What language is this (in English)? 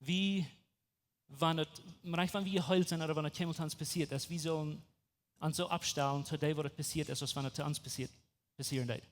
Plautdietsch